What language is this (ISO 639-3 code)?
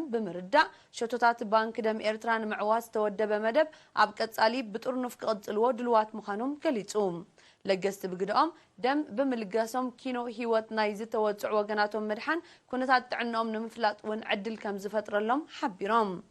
tir